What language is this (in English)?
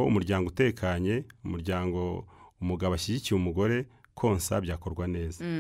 Kinyarwanda